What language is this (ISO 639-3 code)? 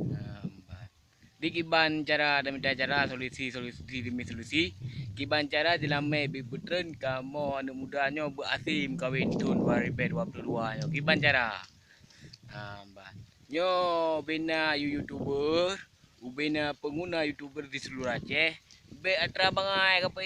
ace